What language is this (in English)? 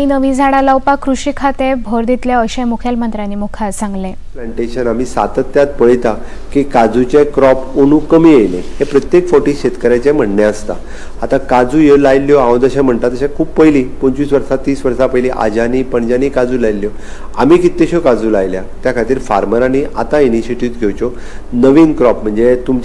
Konkani